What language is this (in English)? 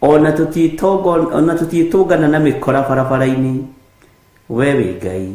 Kikuyu